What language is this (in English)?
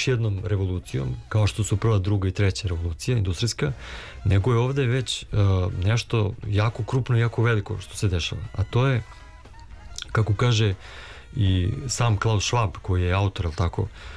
Serbian